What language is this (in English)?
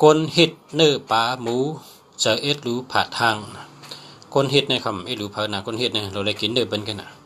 Shan